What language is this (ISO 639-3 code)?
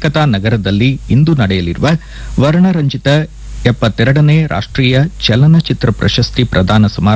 kan